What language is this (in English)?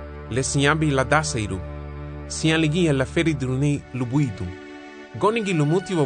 Garifuna